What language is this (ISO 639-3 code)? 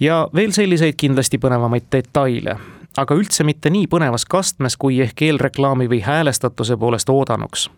est